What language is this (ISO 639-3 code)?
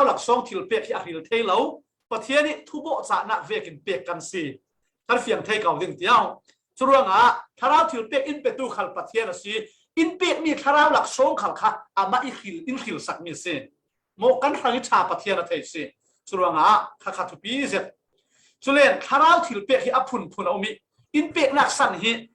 cfm